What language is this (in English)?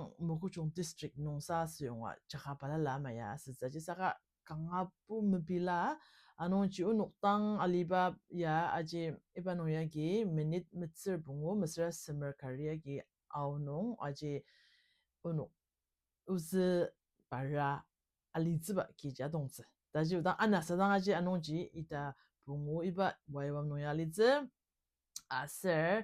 Ao Naga